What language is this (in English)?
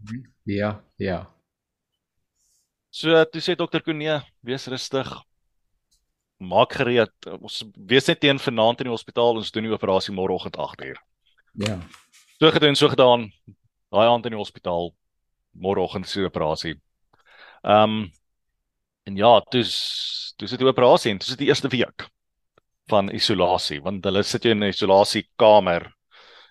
Afrikaans